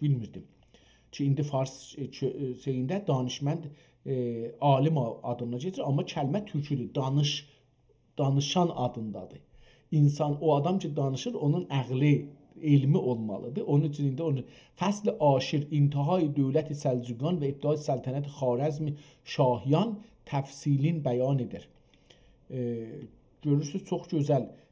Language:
South Azerbaijani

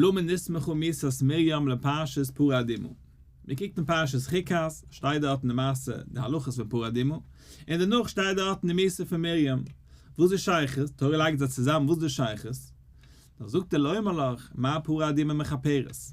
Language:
Yiddish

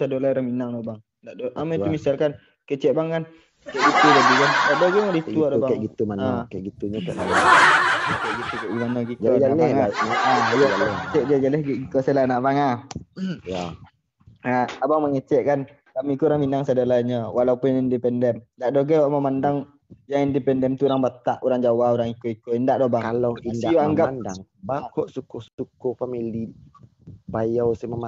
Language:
Minangkabau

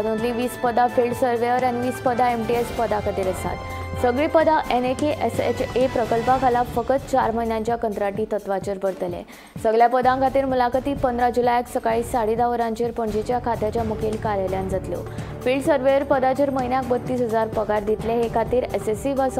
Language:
Konkani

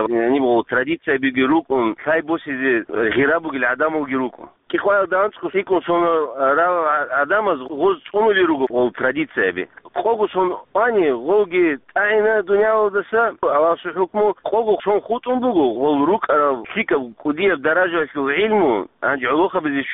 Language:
Avaric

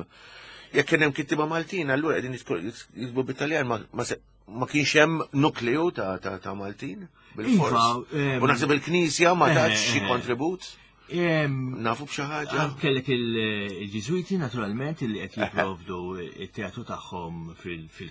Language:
Maltese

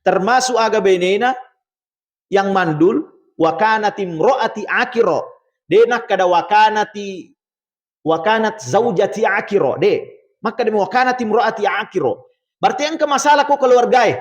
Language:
Buginese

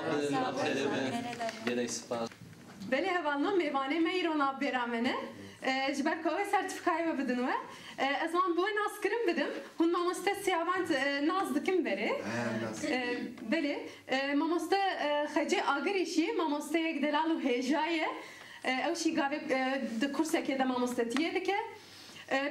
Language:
Kurdish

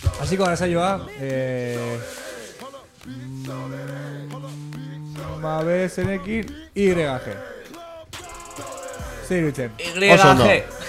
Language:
Basque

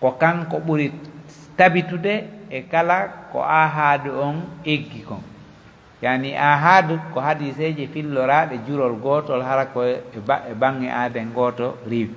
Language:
Pular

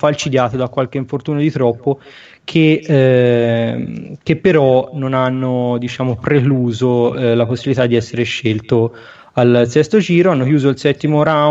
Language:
Italian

